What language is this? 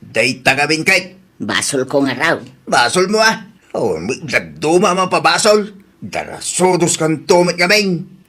Iloko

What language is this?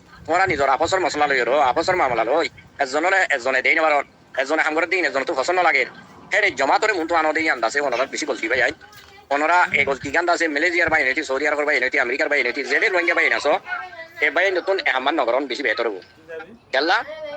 Rohingya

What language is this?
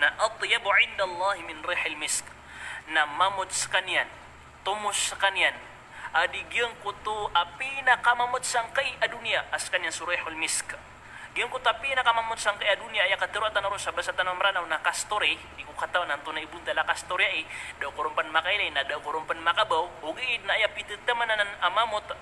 Maranao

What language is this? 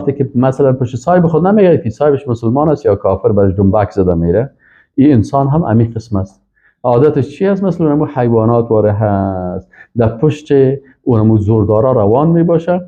Persian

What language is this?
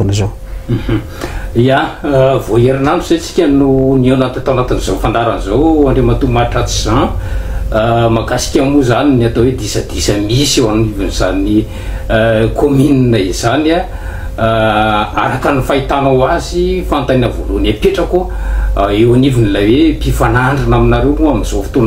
Malagasy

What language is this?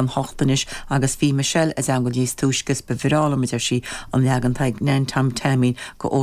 Irish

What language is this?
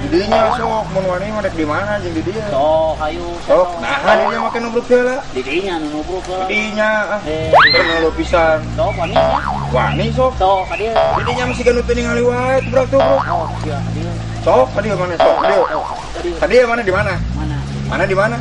Sundanese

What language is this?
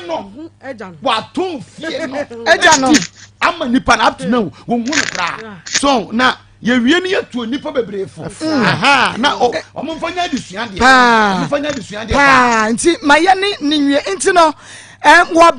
Akan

